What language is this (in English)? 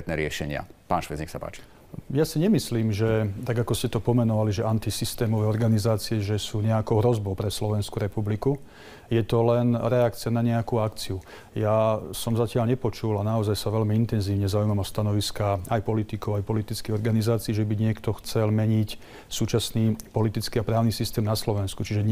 Slovak